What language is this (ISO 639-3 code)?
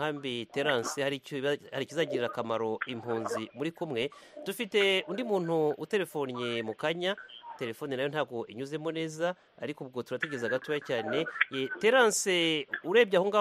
kin